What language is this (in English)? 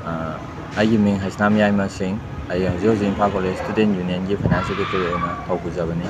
Manipuri